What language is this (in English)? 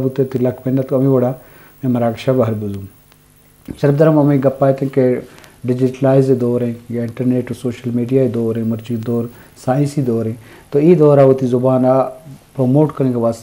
Eastern Balochi